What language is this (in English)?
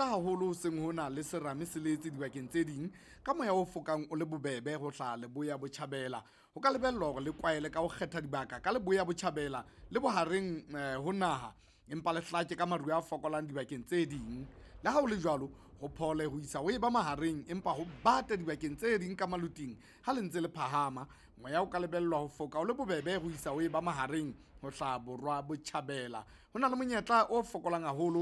Southern Sotho